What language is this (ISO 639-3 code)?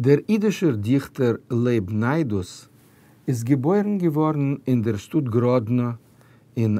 yid